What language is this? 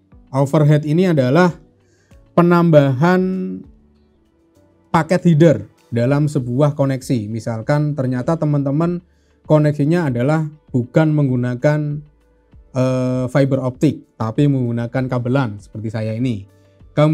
Indonesian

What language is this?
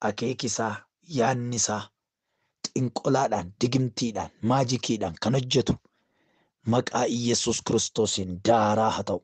Oromo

